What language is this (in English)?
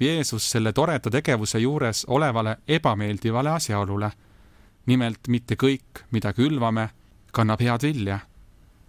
Estonian